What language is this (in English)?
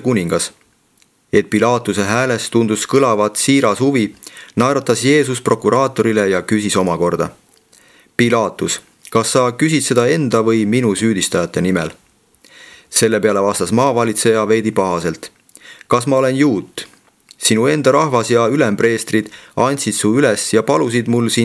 Estonian